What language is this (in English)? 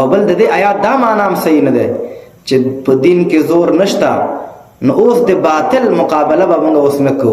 Pashto